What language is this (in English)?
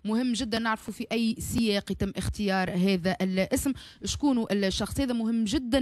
Tunisian Arabic